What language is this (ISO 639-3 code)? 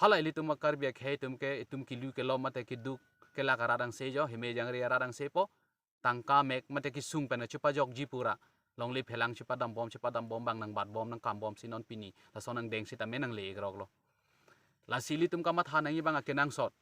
mjw